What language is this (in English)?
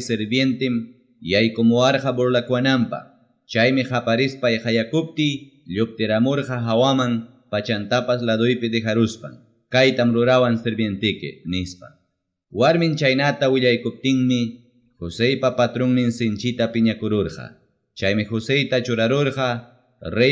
Ayacucho Quechua